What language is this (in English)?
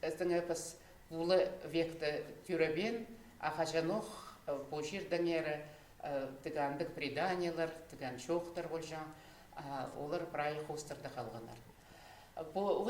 Khakas